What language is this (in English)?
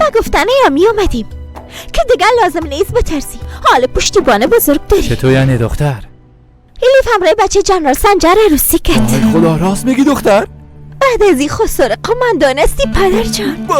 Persian